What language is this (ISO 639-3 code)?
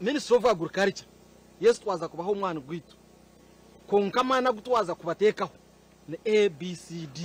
nyn